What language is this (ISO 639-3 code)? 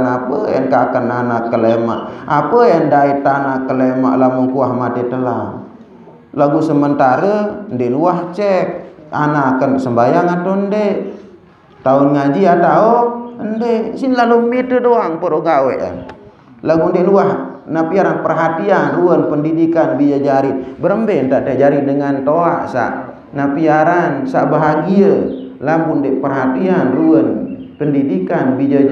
sas